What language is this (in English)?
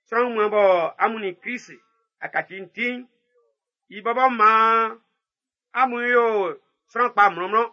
Baoulé